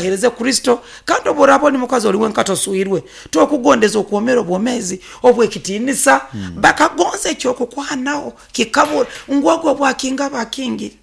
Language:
Nyoro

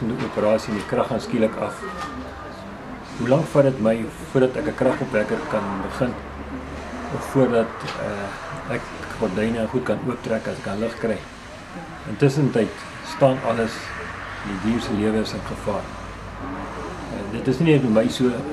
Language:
Afrikaans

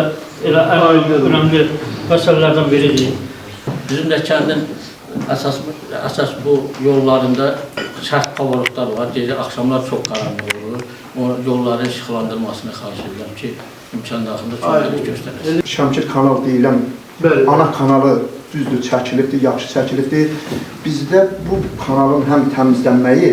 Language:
Azerbaijani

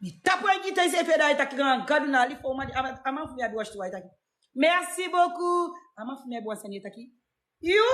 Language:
Sranan Tongo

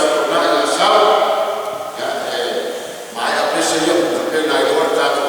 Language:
Samoan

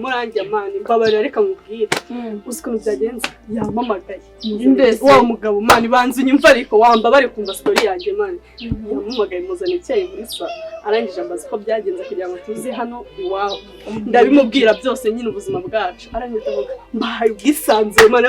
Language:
Kinyarwanda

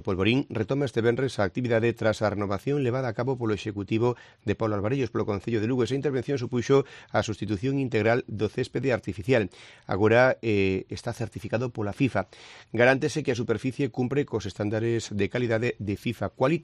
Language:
Galician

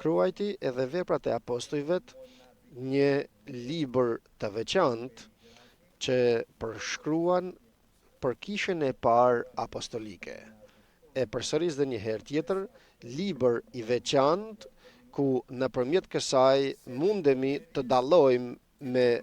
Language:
Albanian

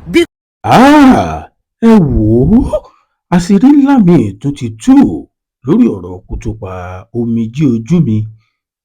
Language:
Yoruba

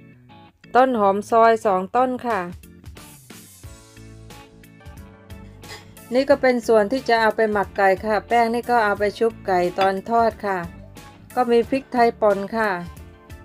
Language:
Thai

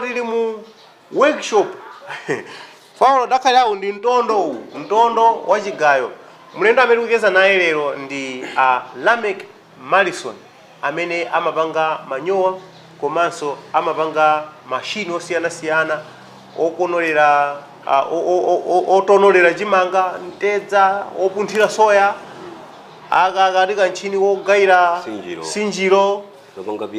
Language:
Nyanja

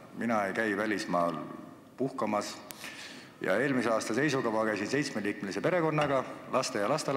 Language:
Estonian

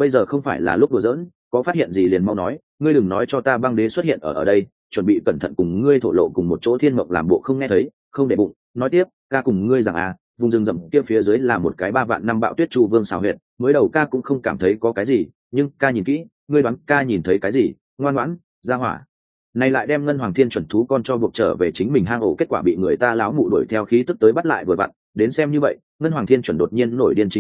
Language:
Vietnamese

